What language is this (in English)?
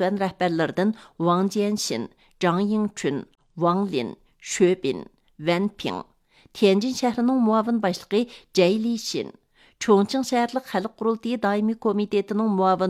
Uyghur